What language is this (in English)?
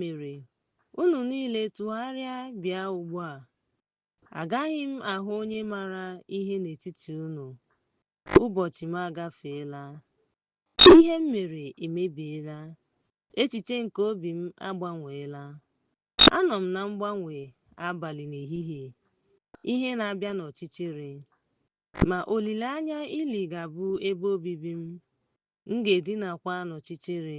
Igbo